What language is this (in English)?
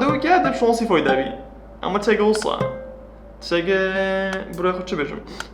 Kurdish